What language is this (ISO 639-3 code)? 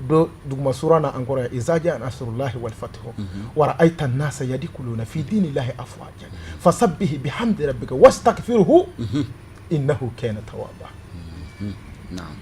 bam